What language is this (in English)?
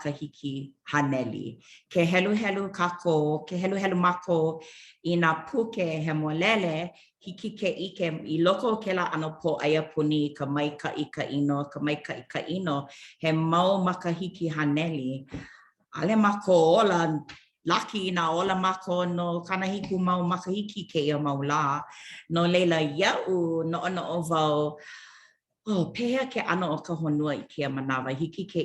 Hawaiian